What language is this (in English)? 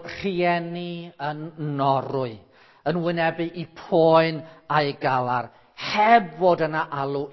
Welsh